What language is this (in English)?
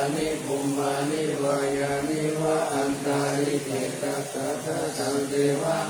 Pali